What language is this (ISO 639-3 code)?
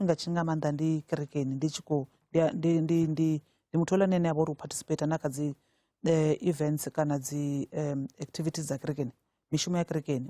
ven